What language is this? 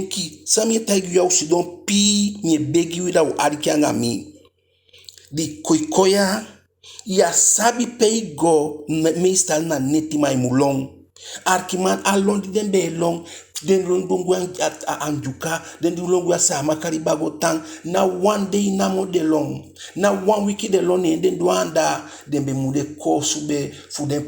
Eastern Maroon Creole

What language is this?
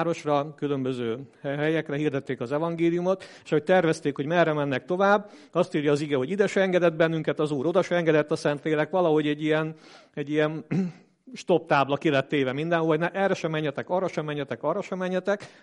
Hungarian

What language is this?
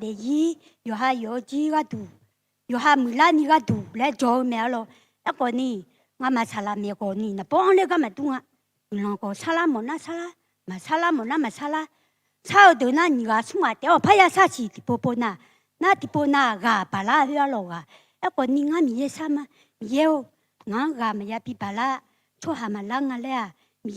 Akha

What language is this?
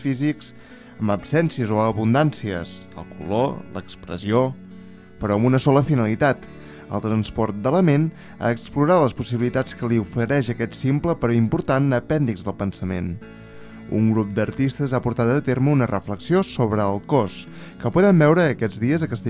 Catalan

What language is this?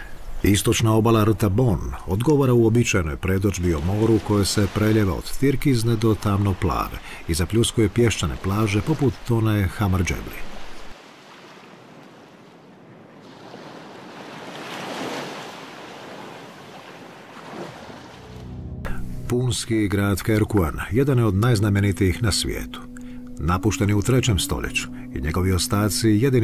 Croatian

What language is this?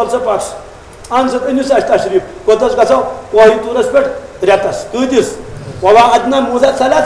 Kashmiri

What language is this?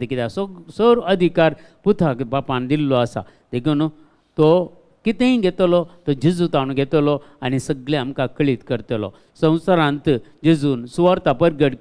Konkani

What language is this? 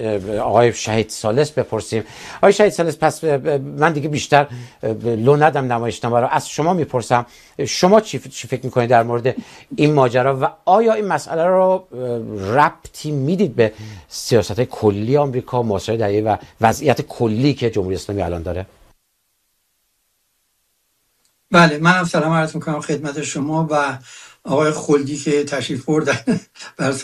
Persian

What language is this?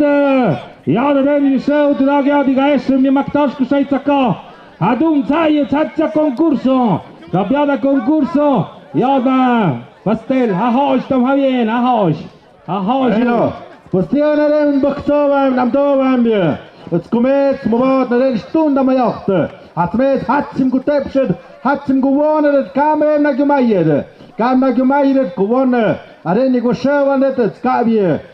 Tlahuitoltepec Mixe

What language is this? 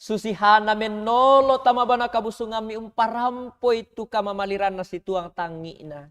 Toraja-Sa'dan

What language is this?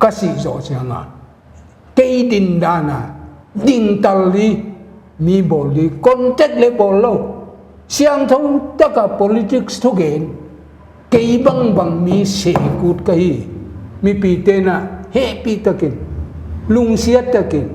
Paite Chin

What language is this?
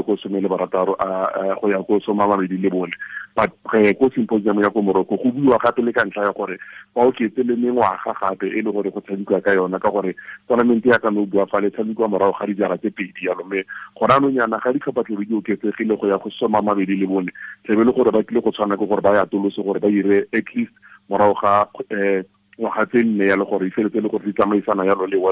Tswana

